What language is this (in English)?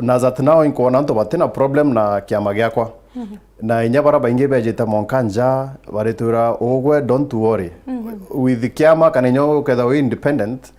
Meru